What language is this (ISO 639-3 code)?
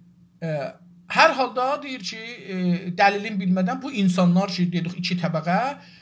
azb